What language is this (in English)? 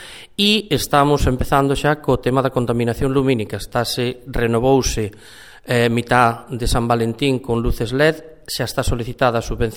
Galician